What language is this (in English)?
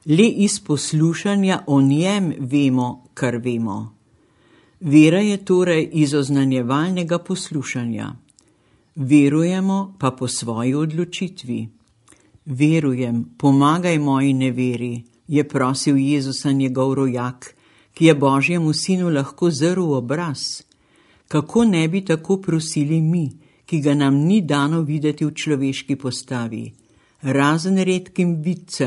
Slovenian